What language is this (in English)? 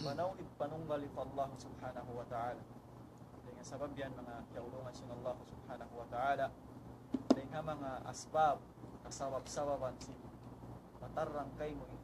Tausug